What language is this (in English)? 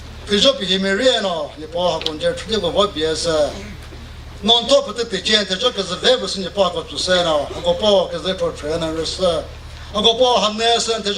Chokri Naga